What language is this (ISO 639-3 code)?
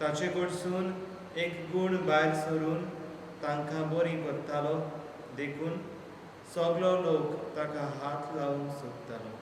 kok